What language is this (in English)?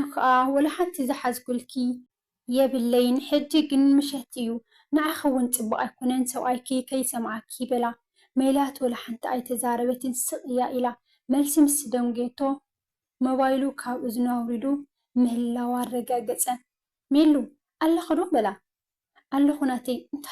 Tigrinya